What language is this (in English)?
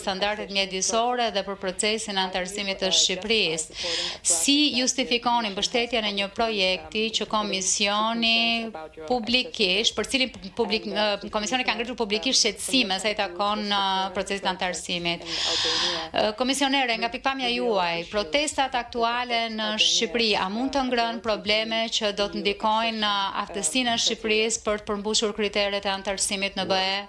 Albanian